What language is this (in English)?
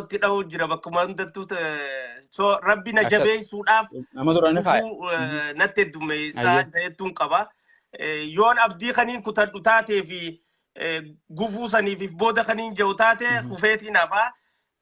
Oromo